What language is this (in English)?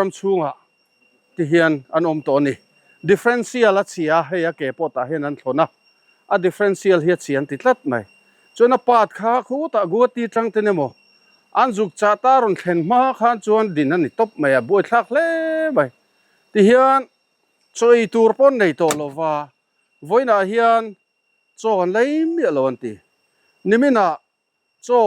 Mizo